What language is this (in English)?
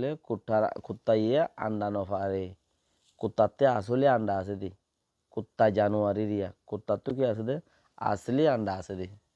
Rohingya